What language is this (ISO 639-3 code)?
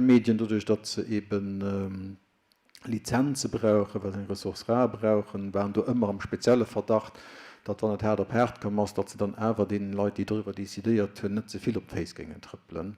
ltz